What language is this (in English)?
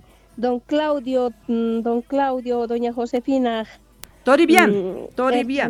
South Bolivian Quechua